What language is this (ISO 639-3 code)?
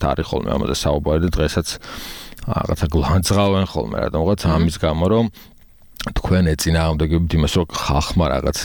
kat